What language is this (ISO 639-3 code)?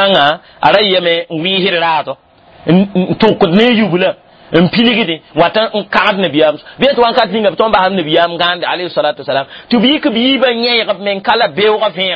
mos